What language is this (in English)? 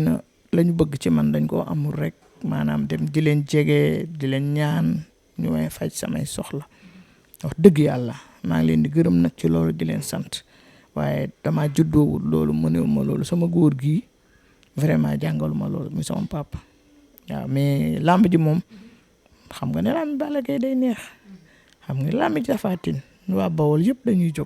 Wolof